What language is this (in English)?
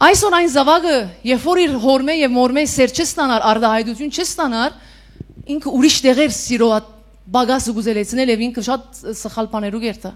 Western Armenian